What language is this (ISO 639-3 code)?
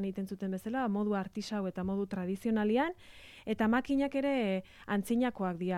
eus